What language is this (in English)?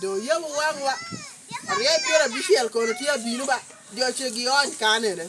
Lango (Uganda)